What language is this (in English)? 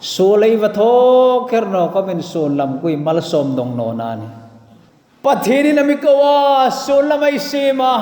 Hmar